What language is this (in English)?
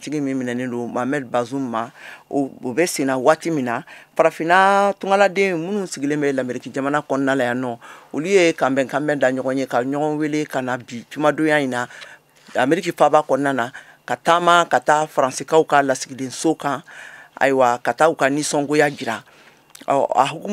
Bambara